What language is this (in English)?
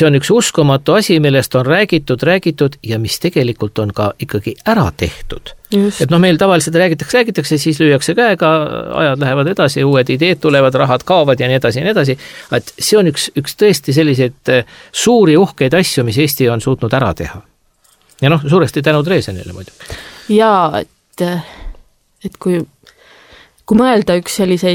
Estonian